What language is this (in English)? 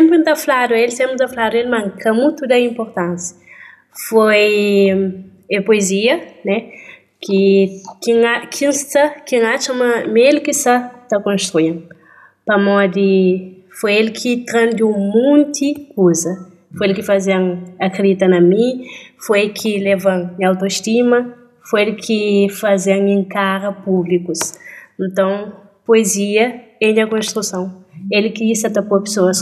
Kabuverdianu